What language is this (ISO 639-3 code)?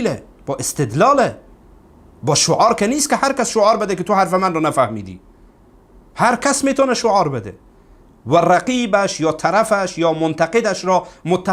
fas